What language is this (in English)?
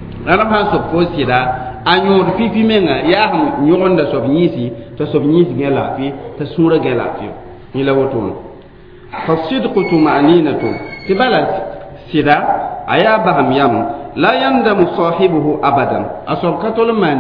Mossi